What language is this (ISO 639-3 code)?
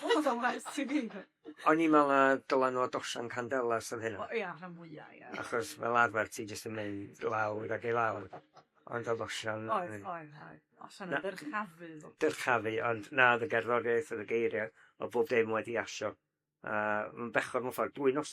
cym